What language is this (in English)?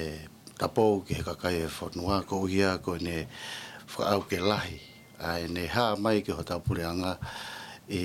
Tongan